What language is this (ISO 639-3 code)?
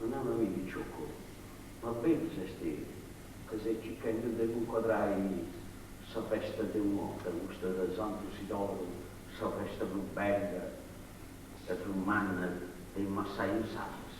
srd